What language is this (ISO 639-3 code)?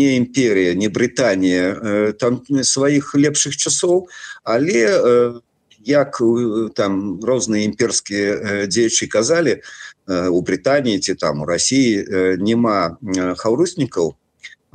bel